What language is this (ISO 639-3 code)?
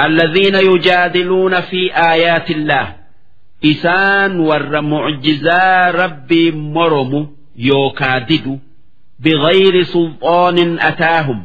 orm